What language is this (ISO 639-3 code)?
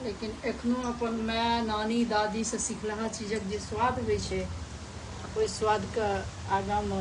mai